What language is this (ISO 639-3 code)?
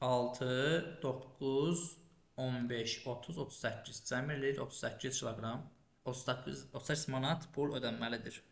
aze